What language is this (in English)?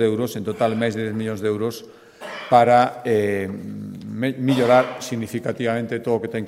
Galician